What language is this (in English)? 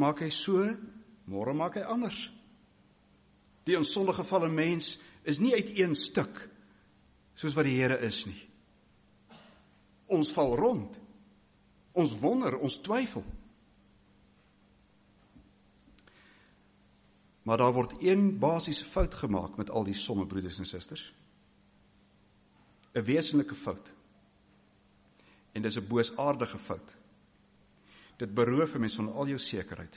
Afrikaans